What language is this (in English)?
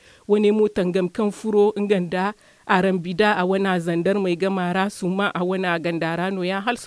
Zarma